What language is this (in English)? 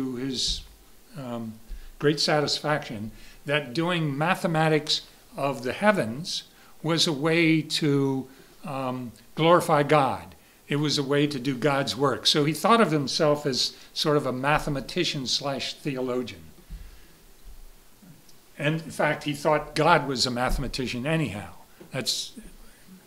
English